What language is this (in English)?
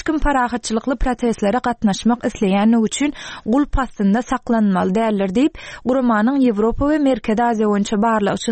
Turkmen